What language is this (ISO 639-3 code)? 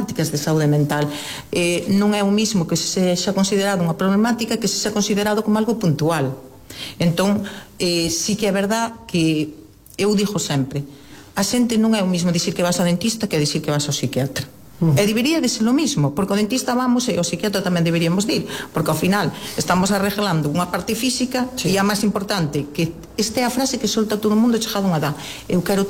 glg